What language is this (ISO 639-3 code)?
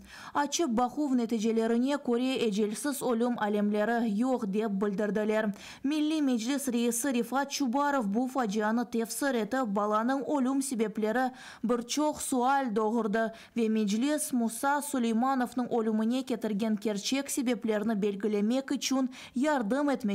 crh